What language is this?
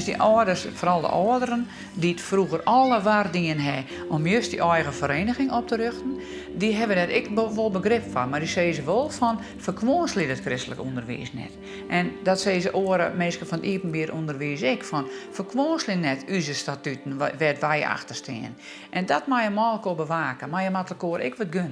Western Frisian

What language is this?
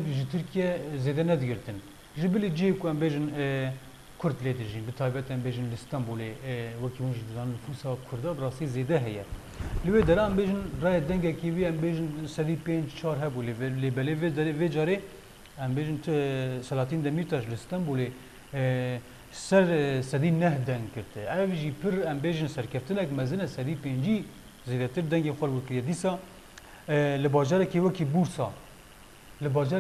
Kurdish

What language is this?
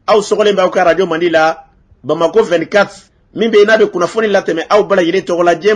Bambara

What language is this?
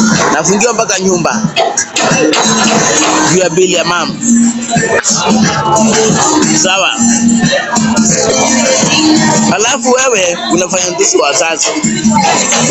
Swahili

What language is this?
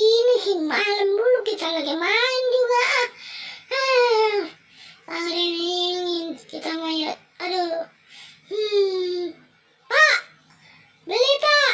Betawi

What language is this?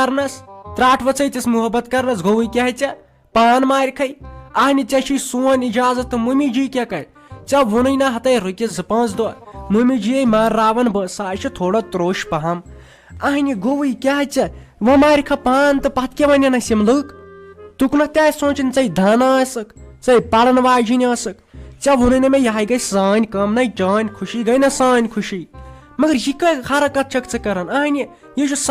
Kashmiri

